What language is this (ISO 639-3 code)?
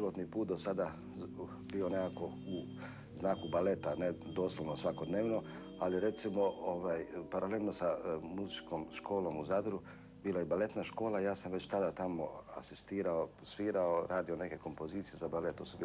hrv